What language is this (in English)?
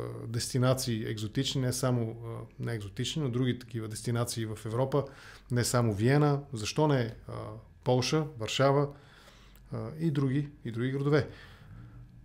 Bulgarian